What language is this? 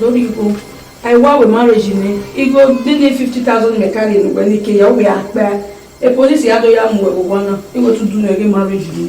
Bini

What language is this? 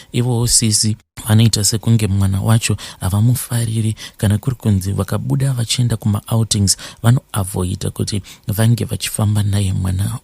Shona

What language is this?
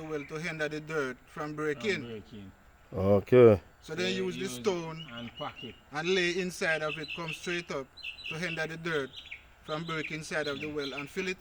Jamaican Creole English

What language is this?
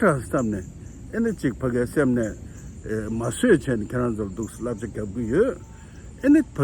Tibetan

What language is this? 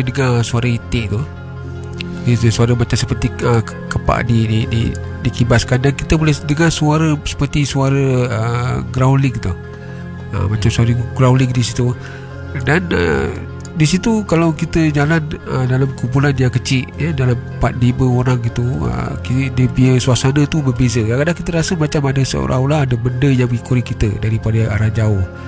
Malay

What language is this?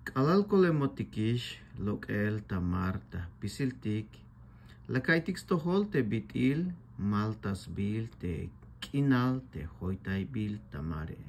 Tzeltal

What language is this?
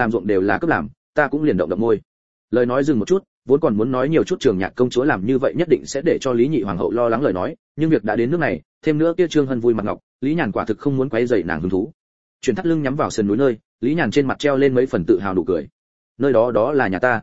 Vietnamese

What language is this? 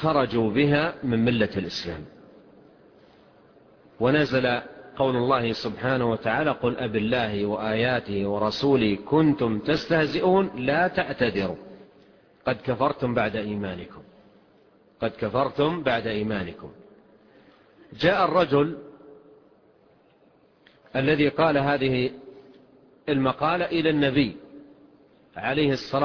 Arabic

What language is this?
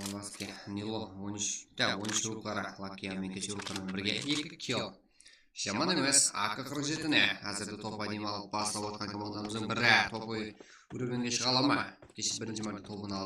Kara-Kalpak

